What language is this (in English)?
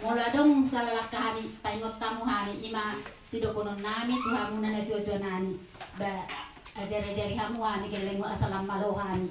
Batak Toba